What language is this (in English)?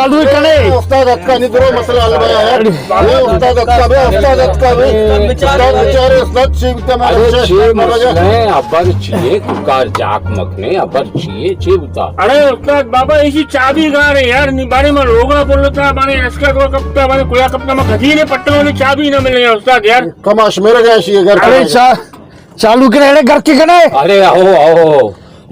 Baluchi